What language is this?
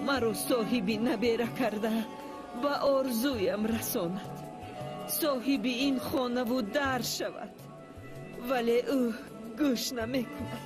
Tajik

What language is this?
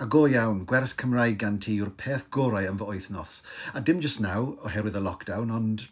Welsh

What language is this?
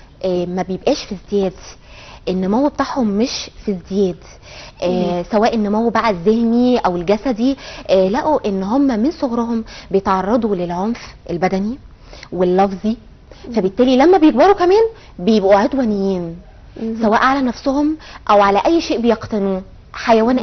Egyptian Arabic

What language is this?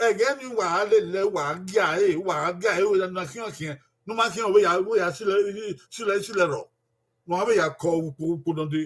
Bini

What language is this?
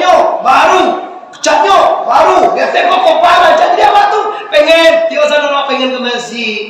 Minangkabau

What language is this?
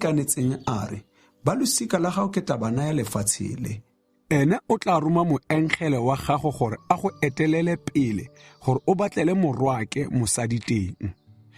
Tswana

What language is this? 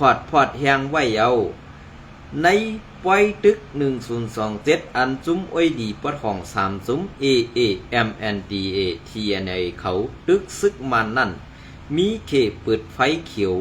Shan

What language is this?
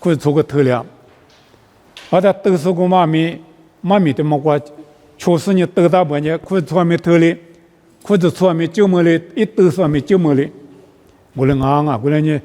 Lisu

